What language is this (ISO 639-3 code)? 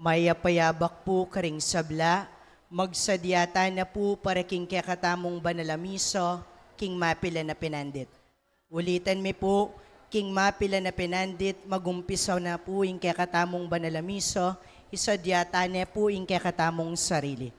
pam